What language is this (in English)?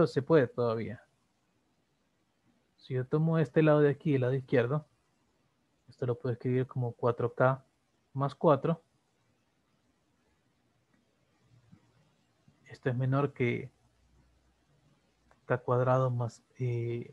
Spanish